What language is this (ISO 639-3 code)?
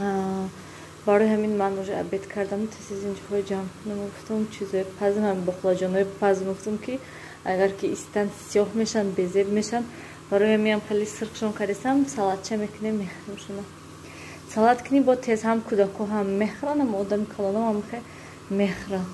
tgk